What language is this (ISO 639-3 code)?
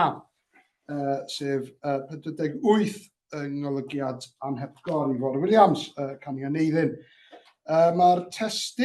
cym